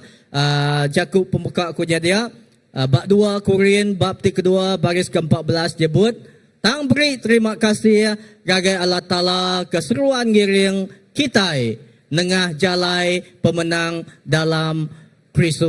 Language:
Iban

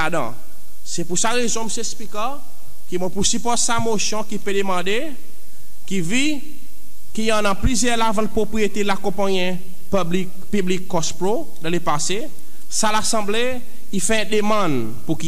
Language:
Seselwa Creole French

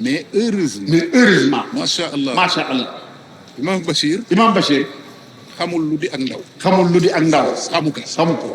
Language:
Wolof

